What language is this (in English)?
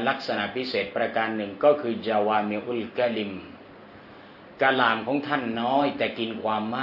Thai